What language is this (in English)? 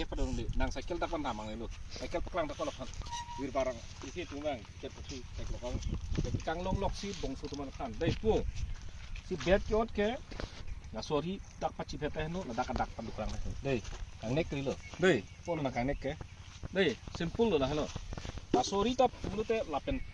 Karbi